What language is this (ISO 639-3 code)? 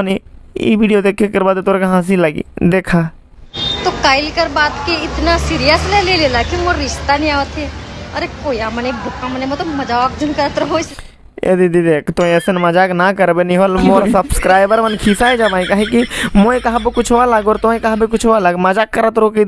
sck